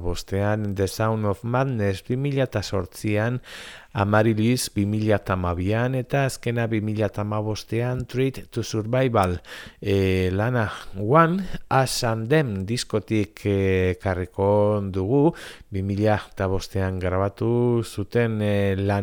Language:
Basque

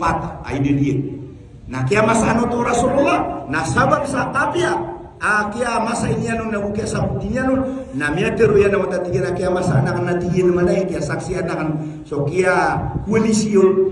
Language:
Maranao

